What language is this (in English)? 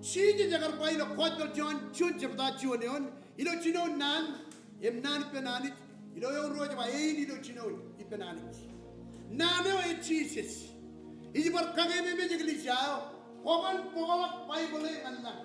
Marshallese